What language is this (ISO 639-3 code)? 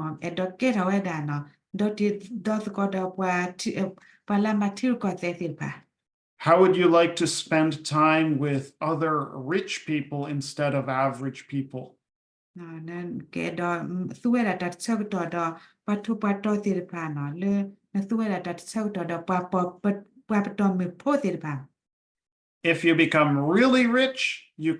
ksw